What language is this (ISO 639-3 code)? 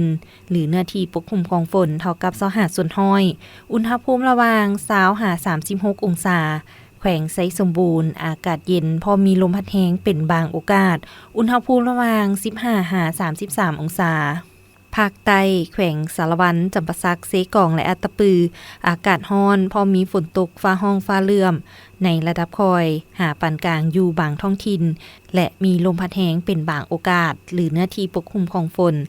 lao